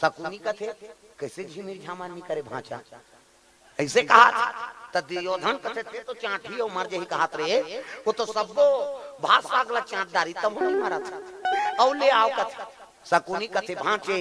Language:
Chhattisgarhi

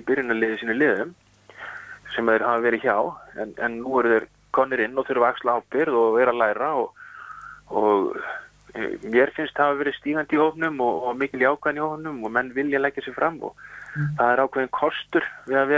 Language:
Icelandic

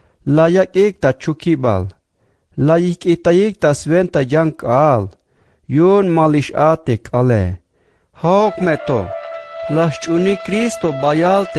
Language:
Tzeltal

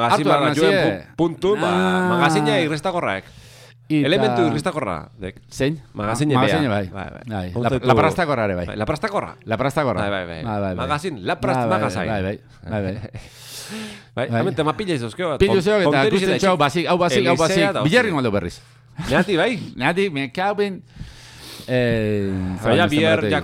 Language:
Basque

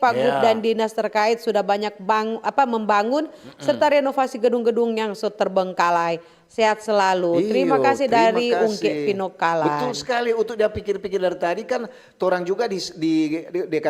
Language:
Manado Malay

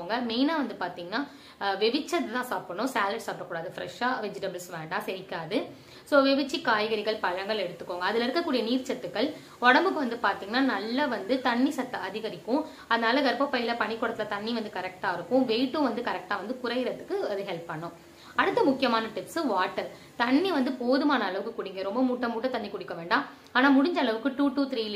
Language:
Tamil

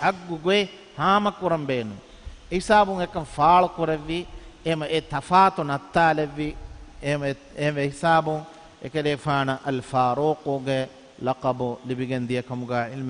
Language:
Divehi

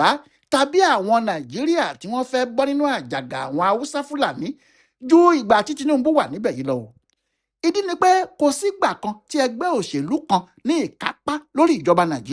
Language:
Yoruba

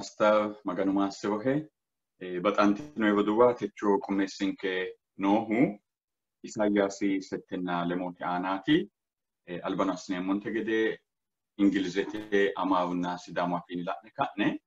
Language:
Sidamo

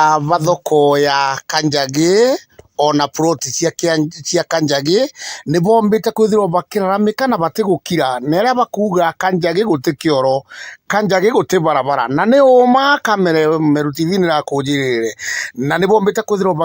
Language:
Meru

